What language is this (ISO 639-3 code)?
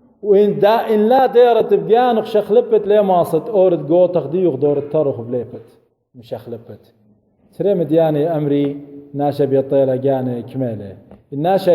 aii